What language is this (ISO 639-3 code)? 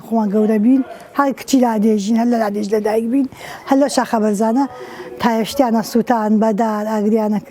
ckb